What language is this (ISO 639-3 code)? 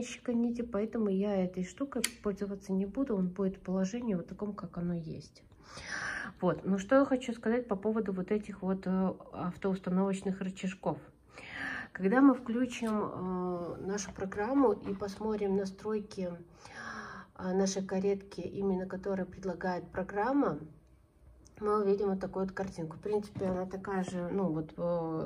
rus